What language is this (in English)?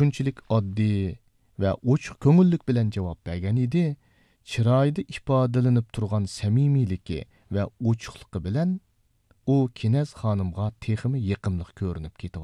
Uyghur